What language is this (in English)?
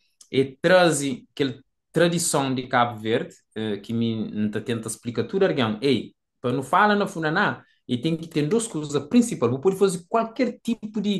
Kabuverdianu